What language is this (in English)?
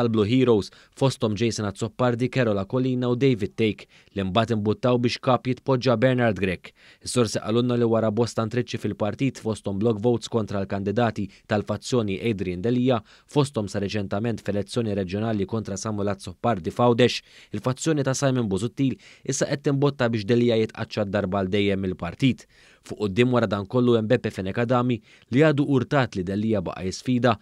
Maltese